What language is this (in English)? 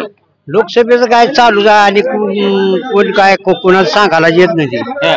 Marathi